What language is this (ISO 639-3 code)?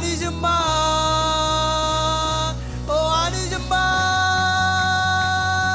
mah